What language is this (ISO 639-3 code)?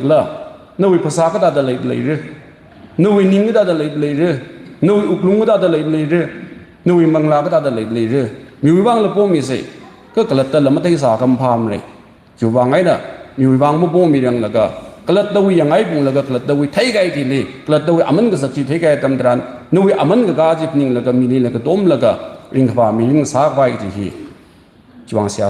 nmf